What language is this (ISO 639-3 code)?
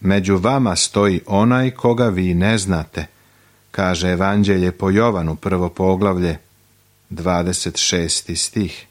srp